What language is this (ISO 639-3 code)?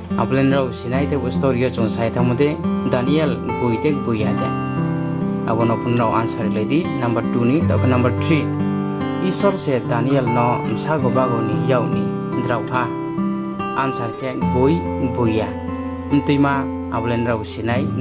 ria